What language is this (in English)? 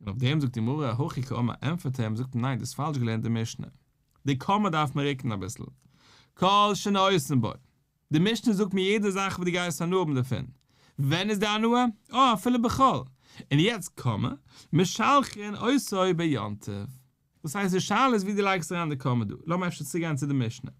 Yiddish